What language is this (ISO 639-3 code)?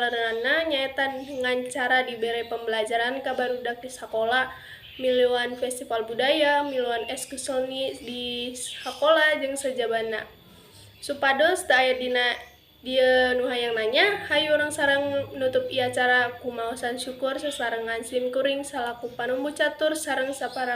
sun